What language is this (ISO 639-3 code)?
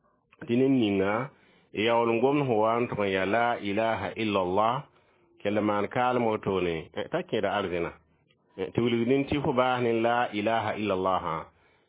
mos